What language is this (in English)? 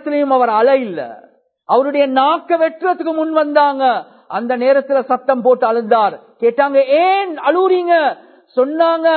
Tamil